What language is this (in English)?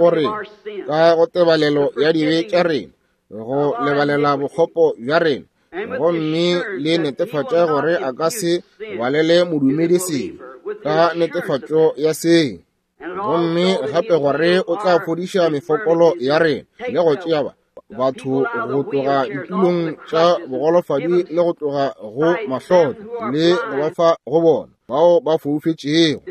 Northern Sotho